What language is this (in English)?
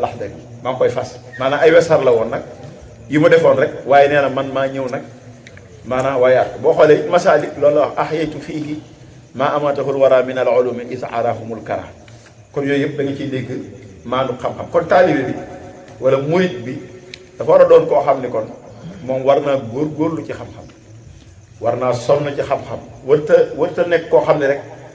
Wolof